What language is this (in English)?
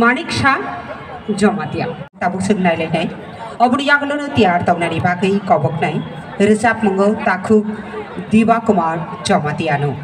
Kok Borok